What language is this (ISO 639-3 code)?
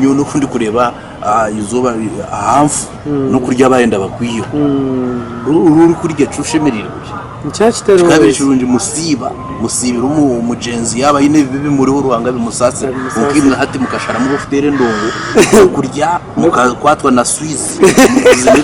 nyn